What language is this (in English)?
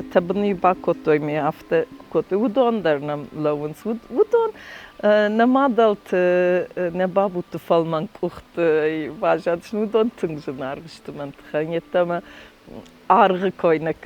Ossetic